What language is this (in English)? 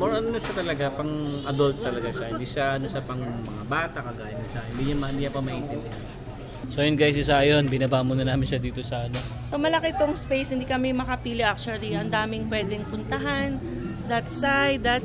Filipino